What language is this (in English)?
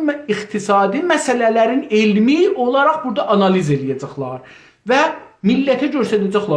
South Azerbaijani